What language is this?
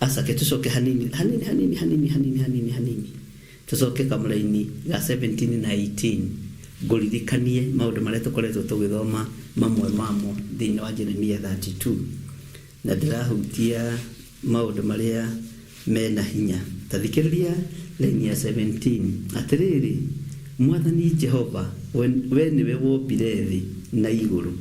Kikuyu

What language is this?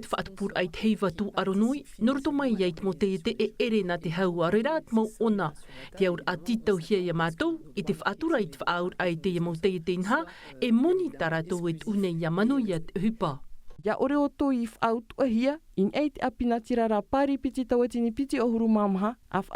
Tahitian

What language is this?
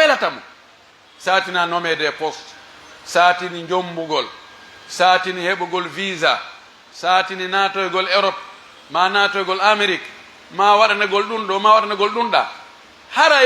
Pular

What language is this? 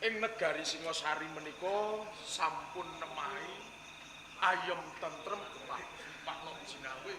Javanese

